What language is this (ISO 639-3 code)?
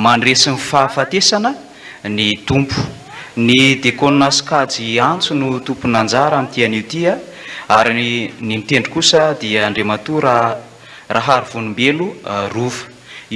mlg